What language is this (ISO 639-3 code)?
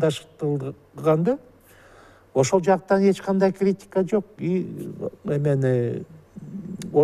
kir